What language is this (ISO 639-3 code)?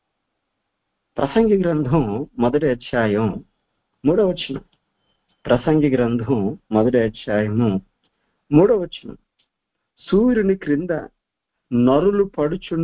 tel